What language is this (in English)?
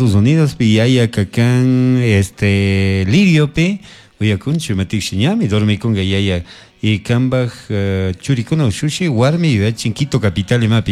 Chimborazo Highland Quichua